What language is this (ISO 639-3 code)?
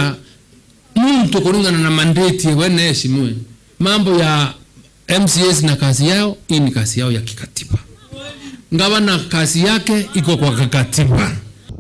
mer